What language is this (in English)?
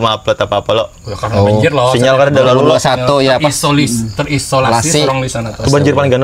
Banjar